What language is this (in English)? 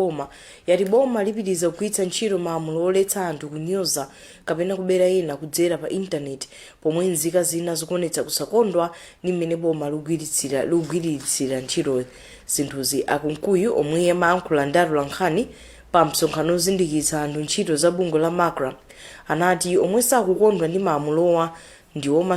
Nyanja